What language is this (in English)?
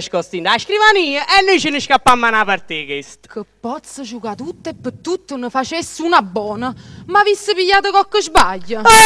Neapolitan